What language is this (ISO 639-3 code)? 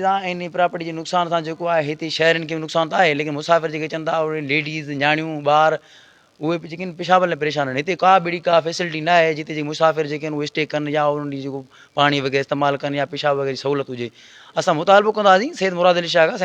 snd